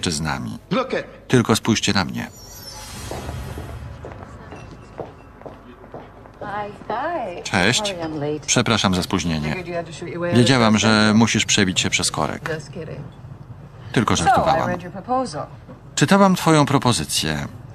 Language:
Polish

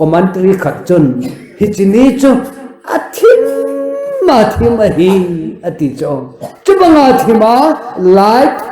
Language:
Thado Chin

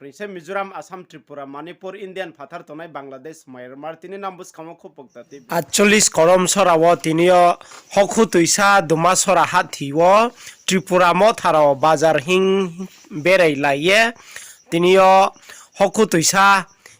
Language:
Riang (India)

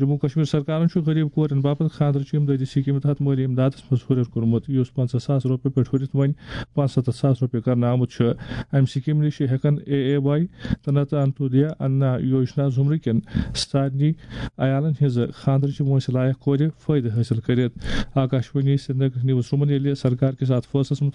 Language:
Kashmiri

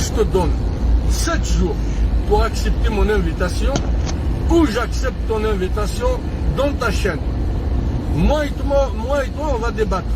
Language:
Kabyle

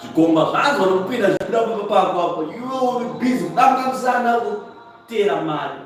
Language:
Shona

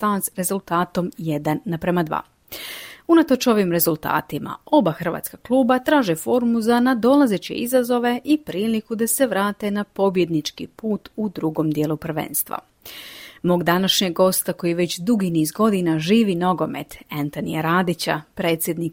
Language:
Croatian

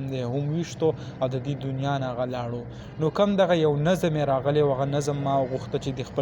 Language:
Pashto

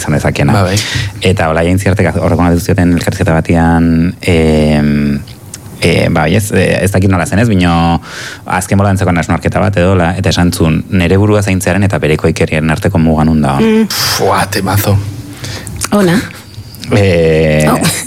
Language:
Basque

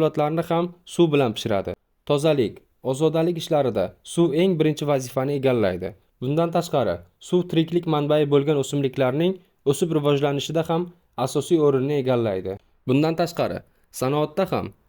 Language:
Uzbek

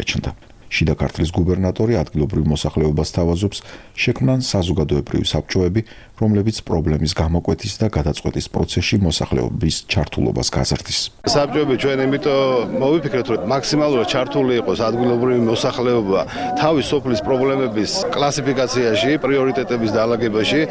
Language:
Georgian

